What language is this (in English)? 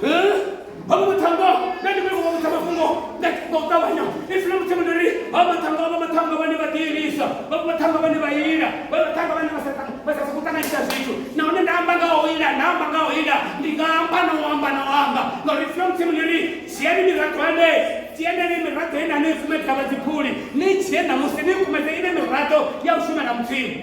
Venda